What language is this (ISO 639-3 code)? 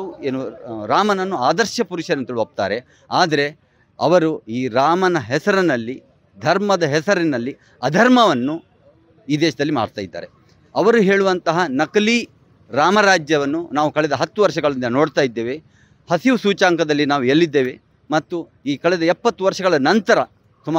kan